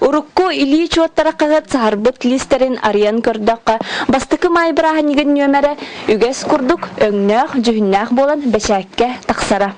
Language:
Yakut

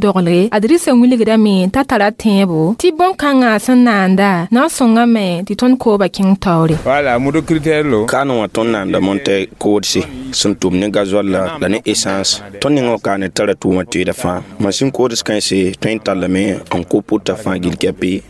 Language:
Mossi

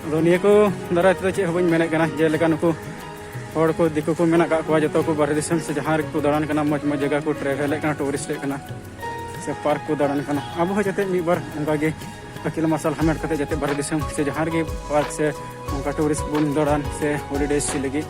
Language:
Santali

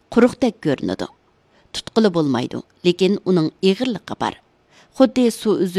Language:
Uyghur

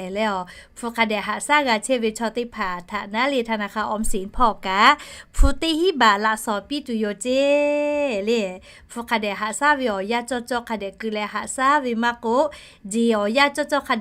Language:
Lahu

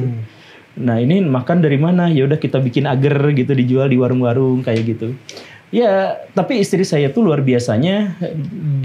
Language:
Indonesian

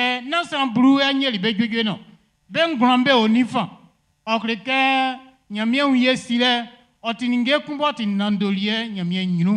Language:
Baoulé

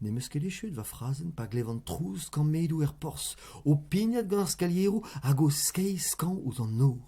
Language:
Breton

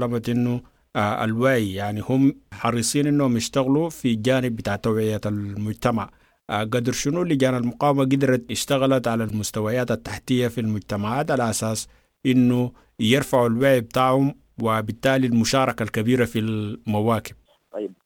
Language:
Sudanese Arabic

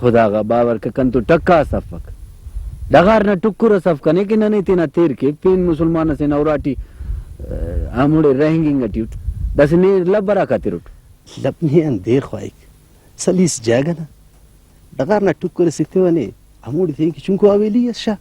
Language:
Brahui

